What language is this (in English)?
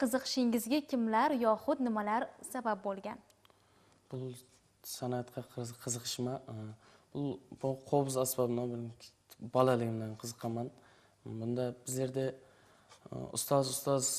Kara-Kalpak